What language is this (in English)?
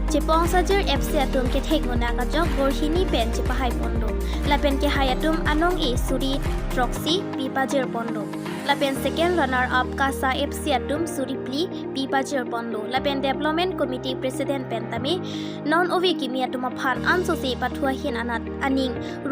Karbi